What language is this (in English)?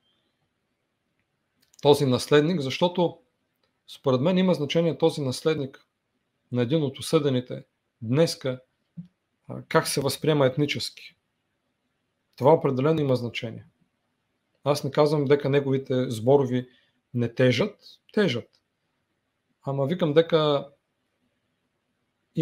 Bulgarian